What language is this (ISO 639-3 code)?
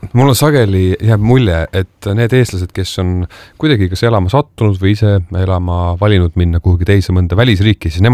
est